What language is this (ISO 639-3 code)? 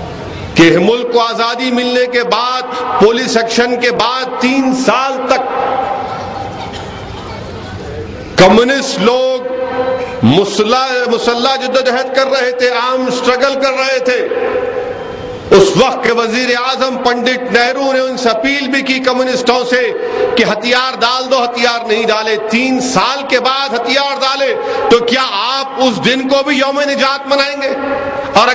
urd